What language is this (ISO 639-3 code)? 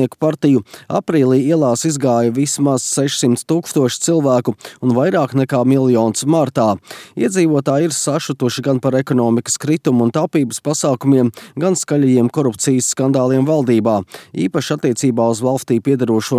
lav